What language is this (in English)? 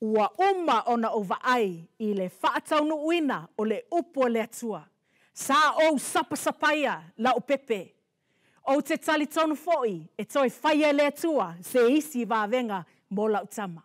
Samoan